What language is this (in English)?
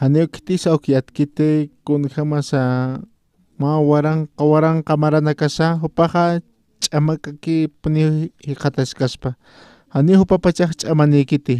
Aymara